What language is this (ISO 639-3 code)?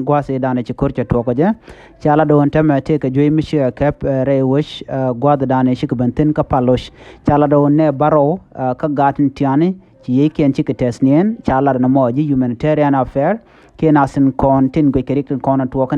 nus